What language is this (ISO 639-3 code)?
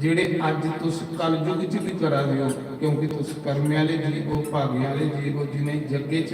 doi